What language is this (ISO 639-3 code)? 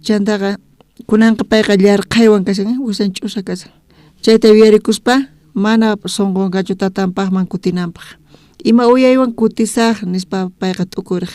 quh